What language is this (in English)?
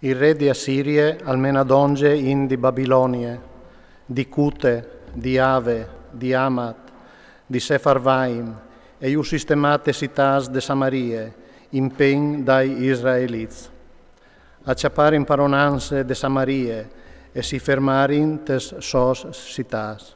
Friulian